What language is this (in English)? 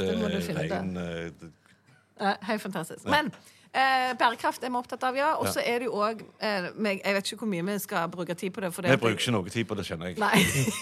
Norwegian